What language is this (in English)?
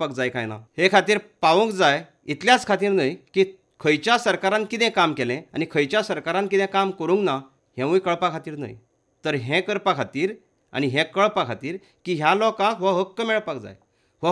Konkani